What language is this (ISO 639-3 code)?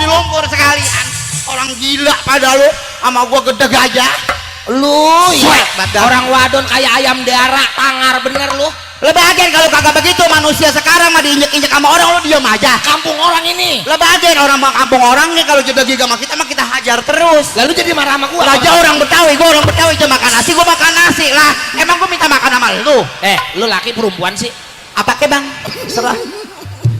bew